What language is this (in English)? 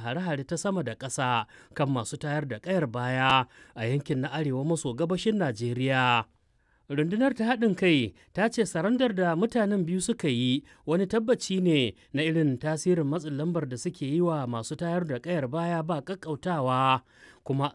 Hausa